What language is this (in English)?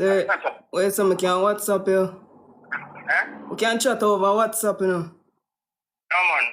Jamaican Creole English